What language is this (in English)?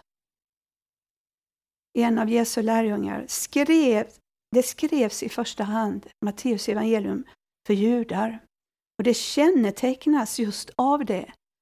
Swedish